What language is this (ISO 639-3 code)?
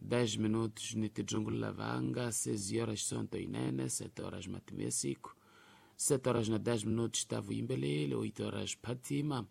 tso